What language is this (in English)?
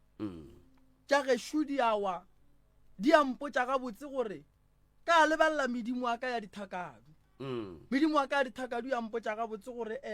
Northern Sotho